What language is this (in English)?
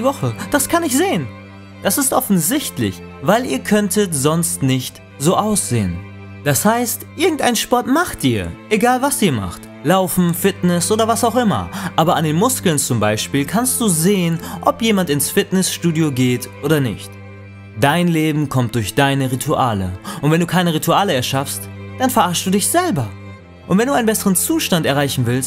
German